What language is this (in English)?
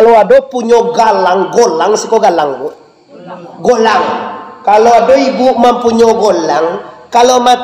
Minangkabau